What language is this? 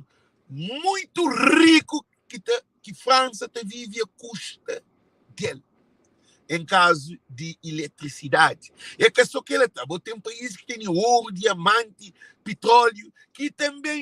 Kabuverdianu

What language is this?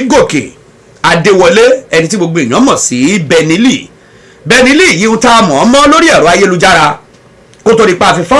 Yoruba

